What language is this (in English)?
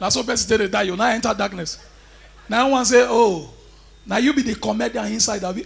Nigerian Pidgin